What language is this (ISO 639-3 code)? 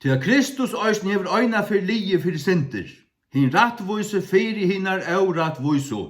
fao